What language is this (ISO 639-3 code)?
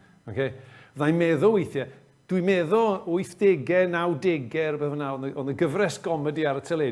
cym